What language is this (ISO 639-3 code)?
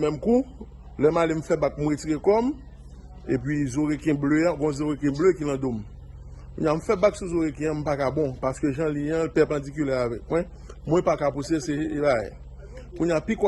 hat